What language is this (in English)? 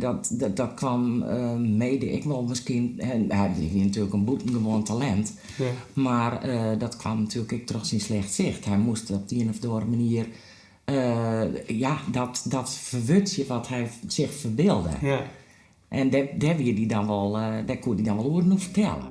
Western Frisian